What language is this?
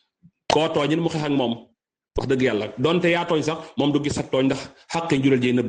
Wolof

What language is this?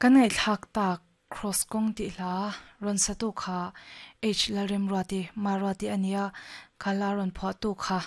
Mizo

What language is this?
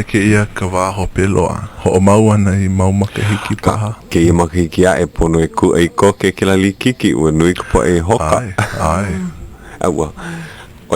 Hawaiian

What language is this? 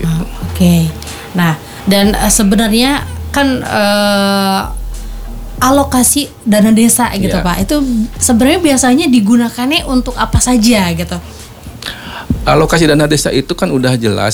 Indonesian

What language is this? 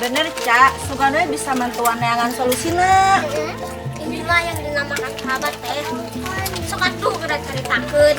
Sundanese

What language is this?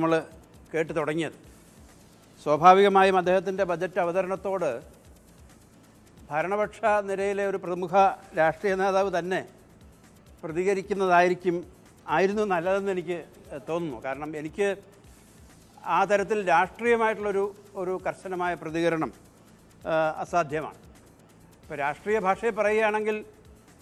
Malayalam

